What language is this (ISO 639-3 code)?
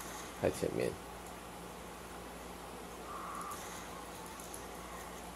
zho